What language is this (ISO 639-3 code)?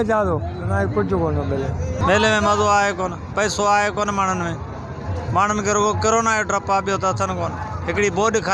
snd